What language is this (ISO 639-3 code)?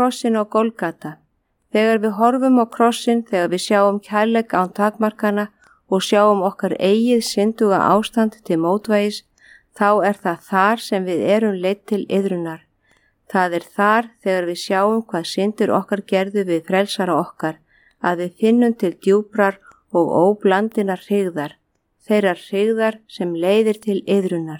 isl